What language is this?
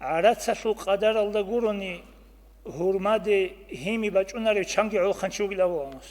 Avaric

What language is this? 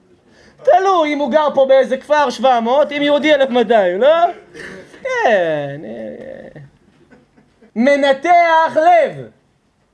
Hebrew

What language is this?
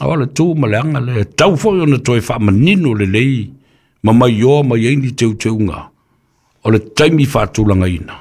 Samoan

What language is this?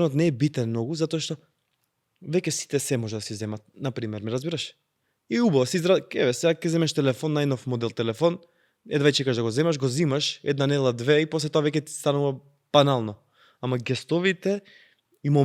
Macedonian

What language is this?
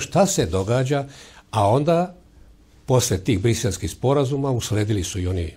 Serbian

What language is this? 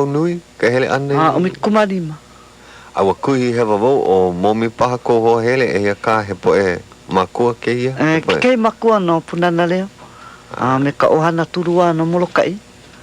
Hawaiian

